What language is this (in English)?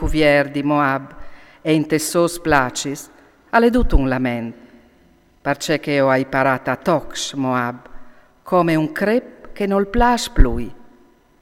Friulian